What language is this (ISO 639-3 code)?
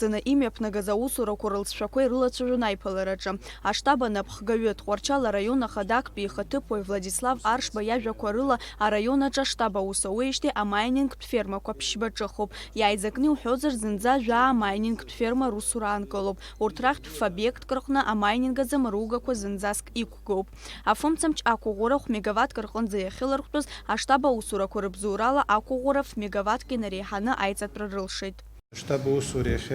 abk